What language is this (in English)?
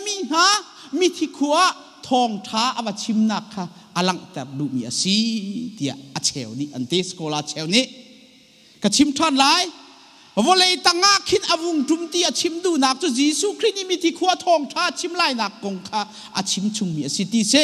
Hakha Chin